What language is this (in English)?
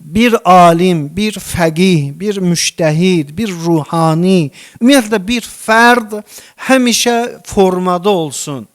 Azerbaijani